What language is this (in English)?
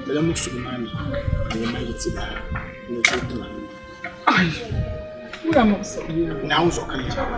Dagbani